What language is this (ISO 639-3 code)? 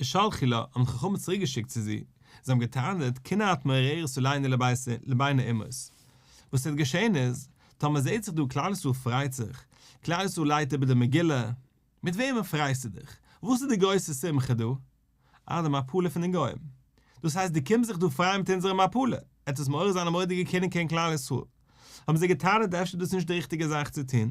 yid